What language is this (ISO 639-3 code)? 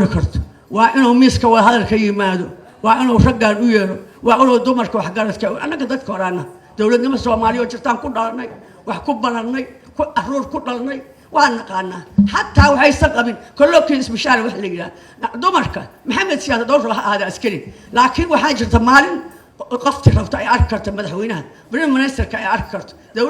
som